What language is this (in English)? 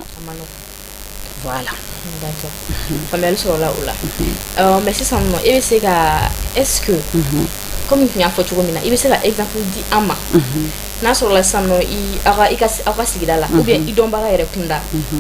Bambara